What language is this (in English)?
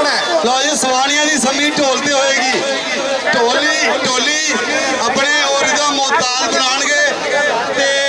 Western Panjabi